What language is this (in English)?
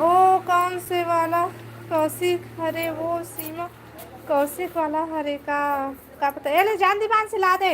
Chhattisgarhi